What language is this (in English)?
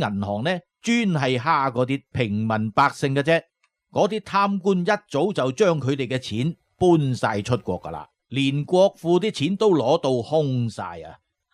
Cantonese